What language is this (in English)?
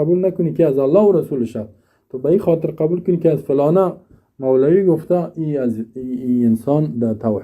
Persian